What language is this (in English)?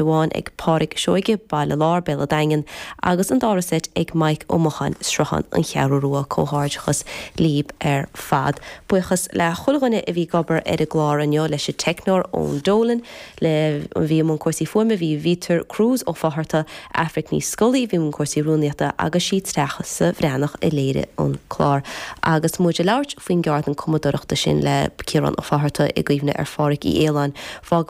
Irish